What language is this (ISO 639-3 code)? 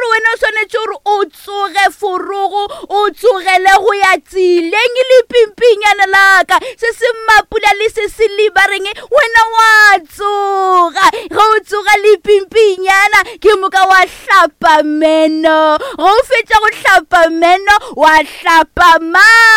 nso